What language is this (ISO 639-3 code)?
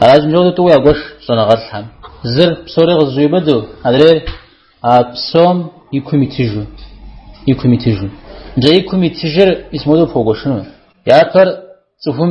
kbd